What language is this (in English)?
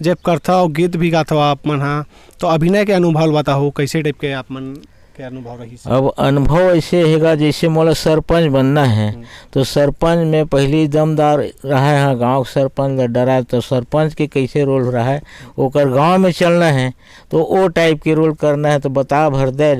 Chhattisgarhi